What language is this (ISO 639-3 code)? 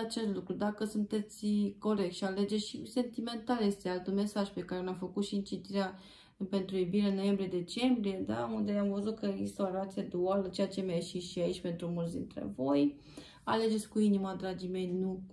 ron